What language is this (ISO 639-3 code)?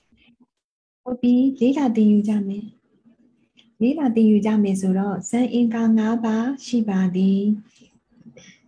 mya